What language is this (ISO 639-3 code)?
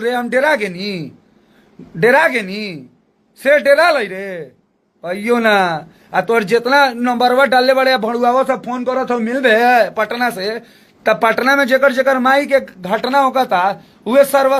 bho